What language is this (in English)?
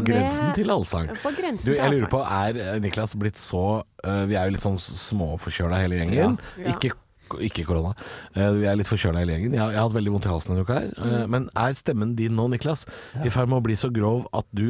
Norwegian